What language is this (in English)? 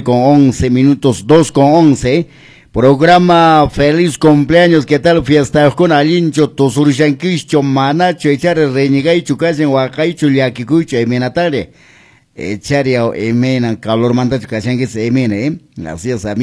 Quechua